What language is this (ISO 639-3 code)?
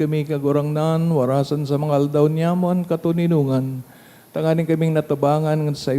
bik